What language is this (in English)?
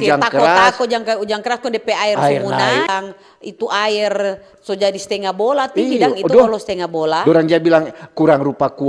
Manado Malay